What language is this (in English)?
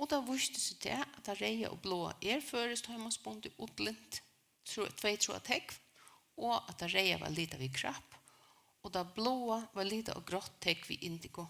Faroese